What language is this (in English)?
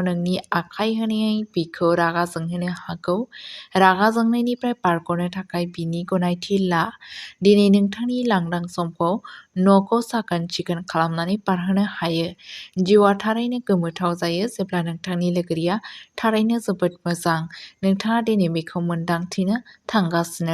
Bodo